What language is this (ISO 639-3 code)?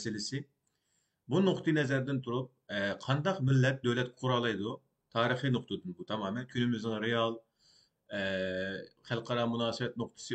uig